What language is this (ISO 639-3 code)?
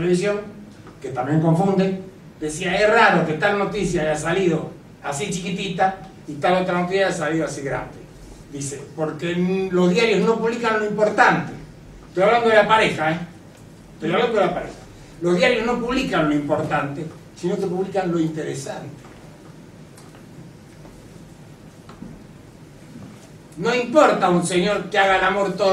spa